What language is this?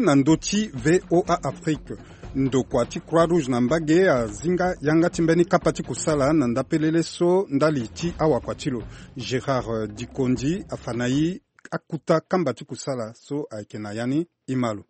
Sango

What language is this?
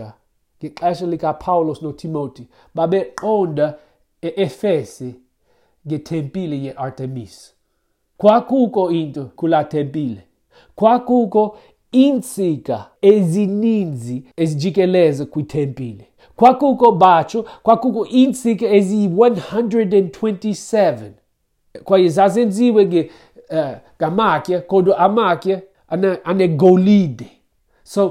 Xhosa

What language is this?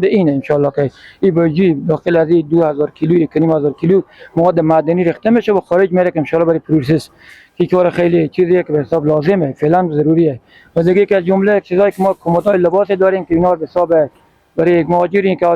Persian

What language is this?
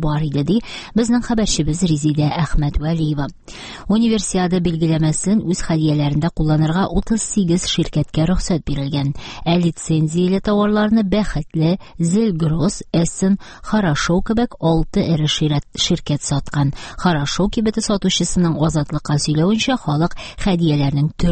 Tatar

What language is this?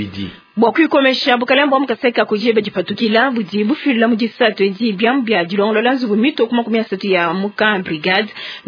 Luba-Lulua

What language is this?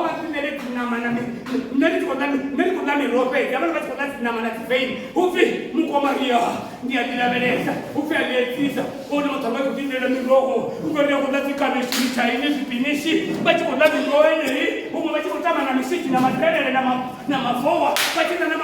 Venda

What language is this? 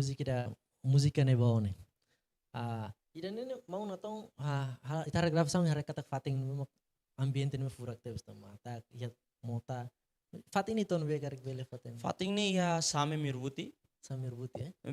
Tetum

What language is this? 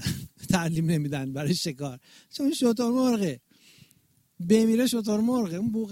Persian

